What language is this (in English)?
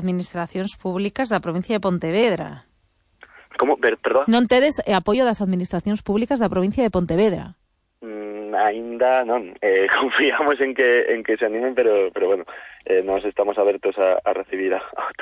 Galician